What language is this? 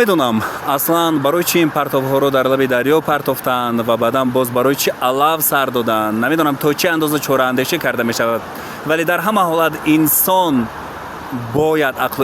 Tajik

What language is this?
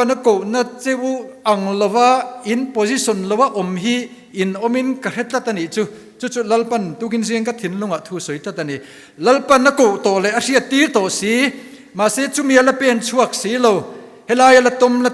Mizo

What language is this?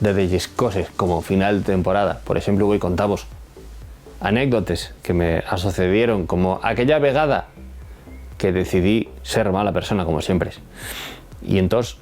Asturian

